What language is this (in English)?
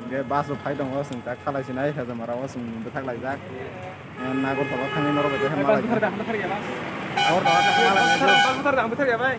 Kok Borok